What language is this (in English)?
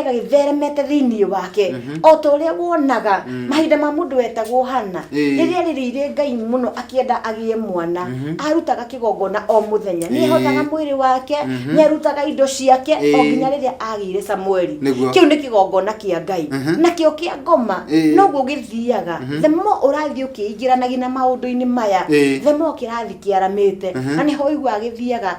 Kikuyu